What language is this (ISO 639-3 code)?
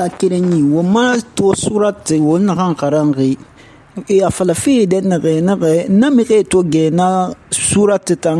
sus